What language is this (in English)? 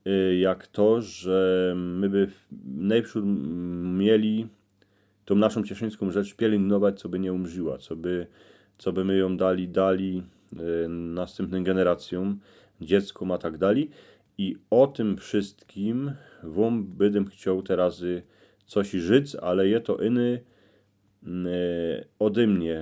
Silesian